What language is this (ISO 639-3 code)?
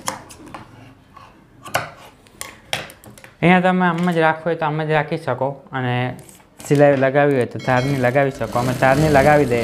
guj